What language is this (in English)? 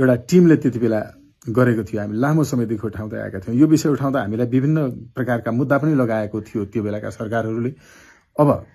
Nepali